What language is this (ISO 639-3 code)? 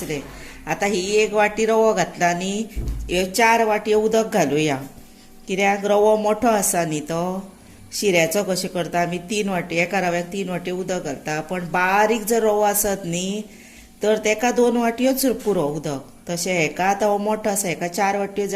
kok